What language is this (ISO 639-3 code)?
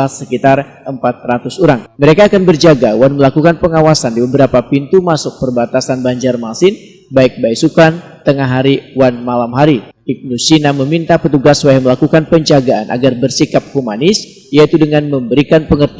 bjn